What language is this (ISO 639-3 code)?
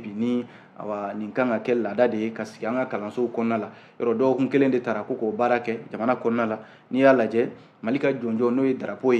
bam